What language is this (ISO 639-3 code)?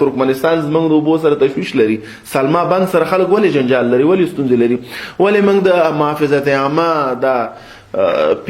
pus